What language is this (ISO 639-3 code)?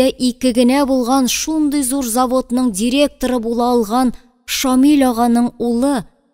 tat